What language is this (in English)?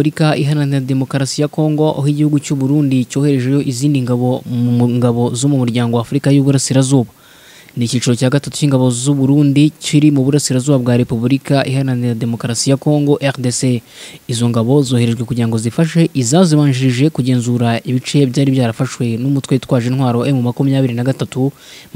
Kinyarwanda